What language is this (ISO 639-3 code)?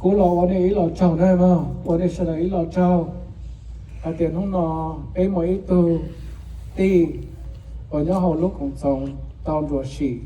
hmn